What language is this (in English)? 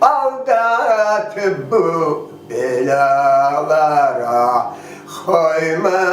Crimean Tatar